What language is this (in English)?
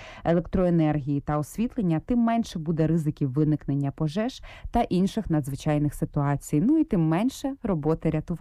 Ukrainian